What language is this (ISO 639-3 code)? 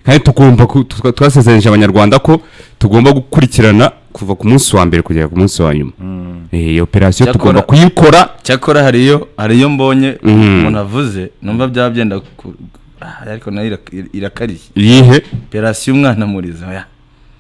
kin